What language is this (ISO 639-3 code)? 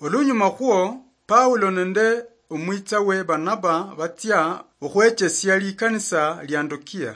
luy